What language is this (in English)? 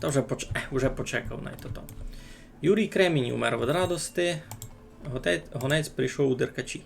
Rusyn